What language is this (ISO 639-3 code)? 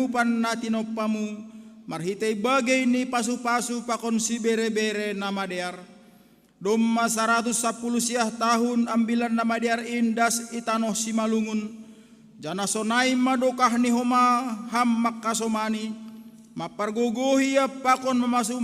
bts